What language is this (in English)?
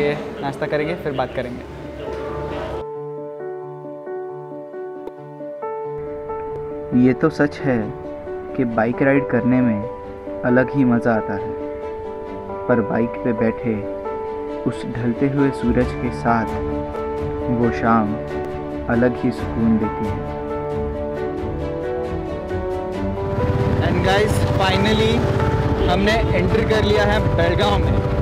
Hindi